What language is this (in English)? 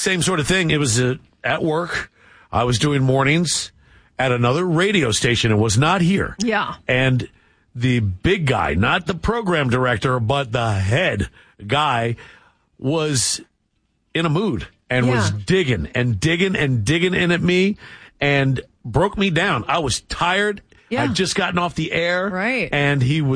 English